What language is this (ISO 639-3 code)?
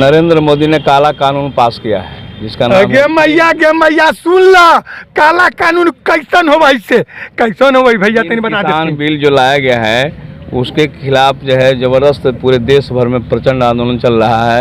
mag